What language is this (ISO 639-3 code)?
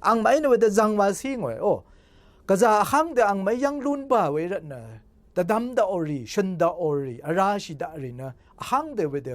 raw